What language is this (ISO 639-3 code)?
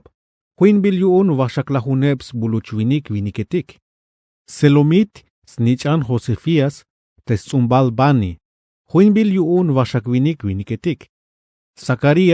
tzh